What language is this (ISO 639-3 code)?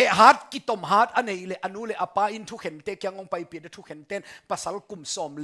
ctd